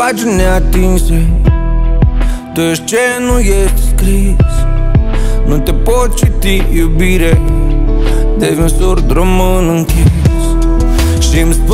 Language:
Romanian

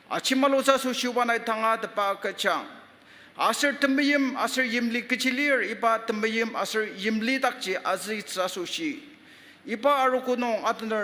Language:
Ao Naga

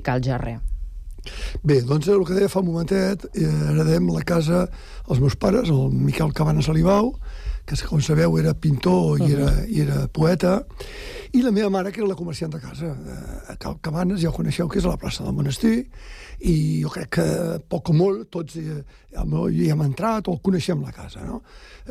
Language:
Catalan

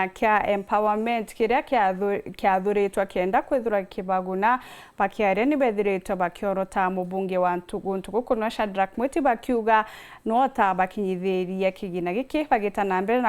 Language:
Meru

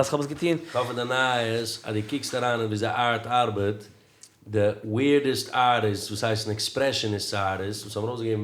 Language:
Yiddish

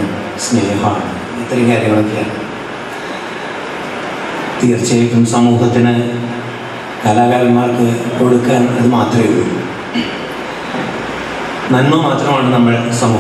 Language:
Malayalam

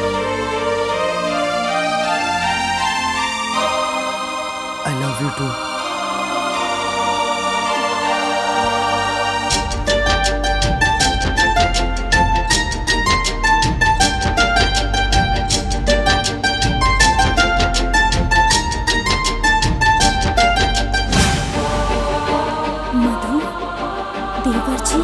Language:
Bhojpuri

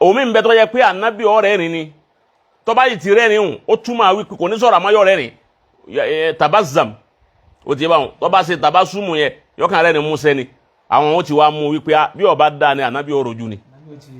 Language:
Yoruba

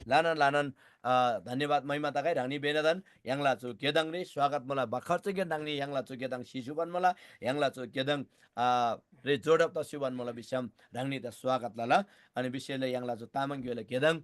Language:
Eastern Tamang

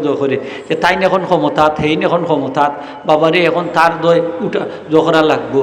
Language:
Sylheti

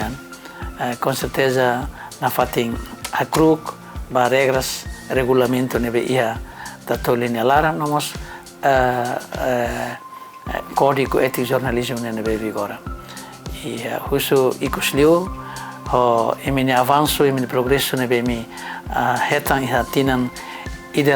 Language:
Tetum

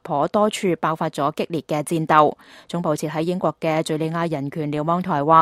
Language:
Cantonese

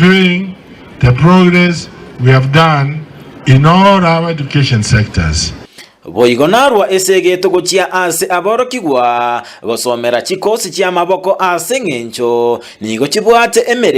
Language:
Gusii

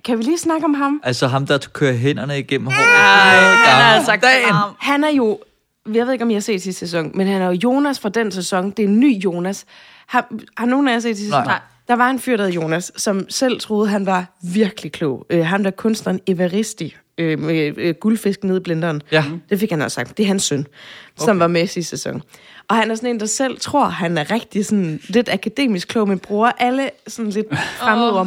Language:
Danish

